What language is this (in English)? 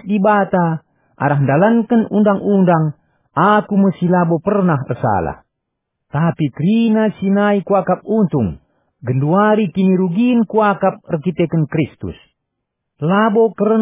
Batak Karo